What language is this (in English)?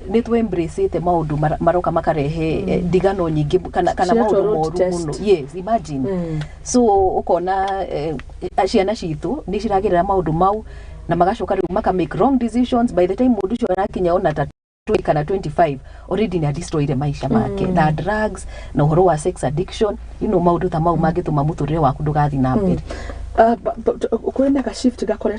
Kikuyu